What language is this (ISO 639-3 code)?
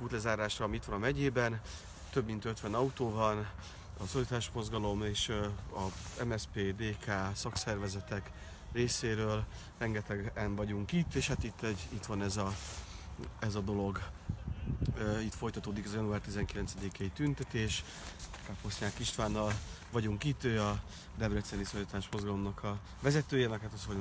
hun